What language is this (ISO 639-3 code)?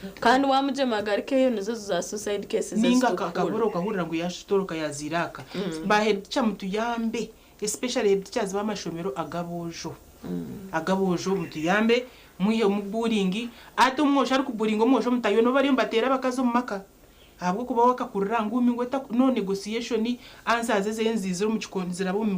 nyn